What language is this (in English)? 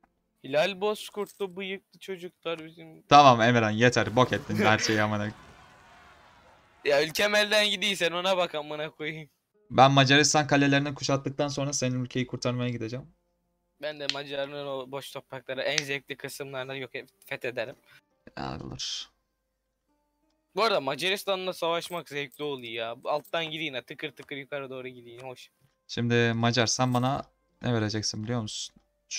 Turkish